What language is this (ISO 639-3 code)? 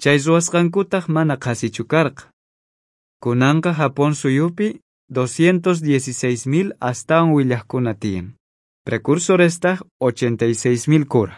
quh